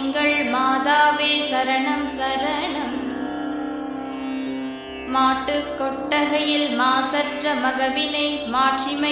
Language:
Tamil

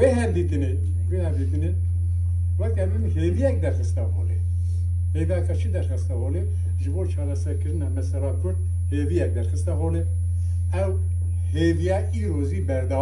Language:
Kurdish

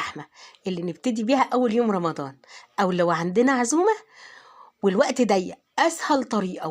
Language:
Egyptian Arabic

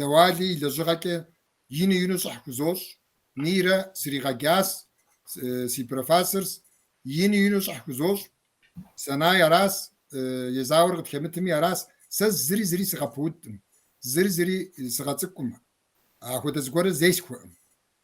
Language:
Kabardian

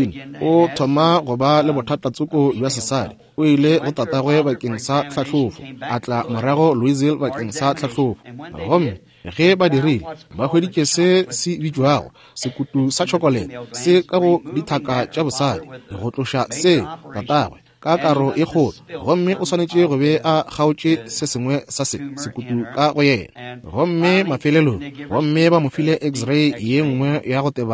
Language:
Northern Sotho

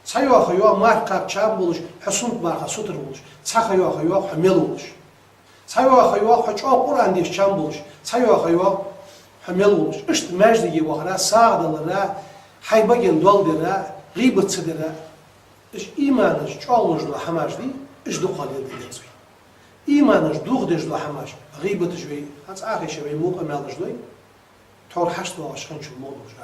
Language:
Ingush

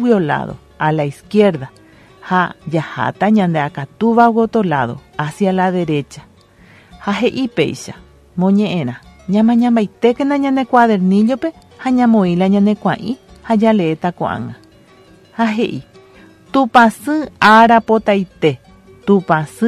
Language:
Guarani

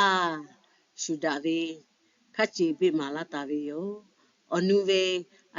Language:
Lahu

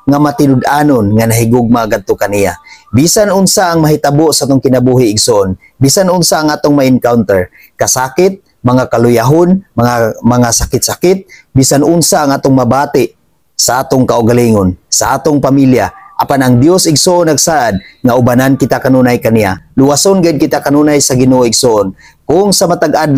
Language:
Cebuano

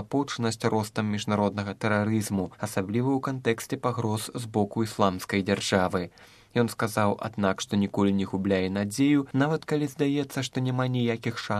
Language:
Belarusian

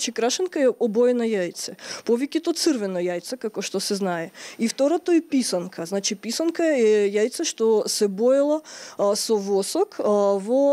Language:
Macedonian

